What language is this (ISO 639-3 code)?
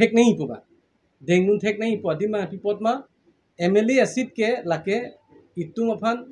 mjw